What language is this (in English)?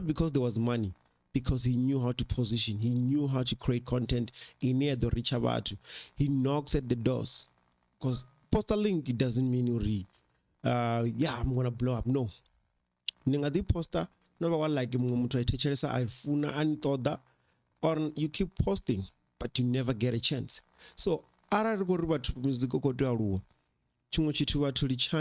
Venda